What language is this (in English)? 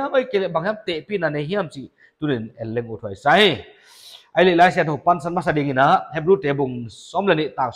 Paite Chin